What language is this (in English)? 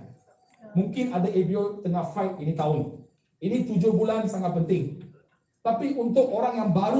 Malay